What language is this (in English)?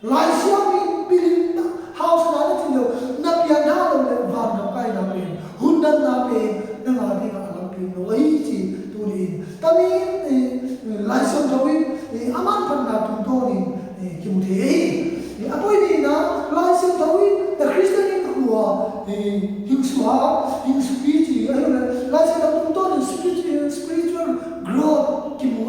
Tedim Chin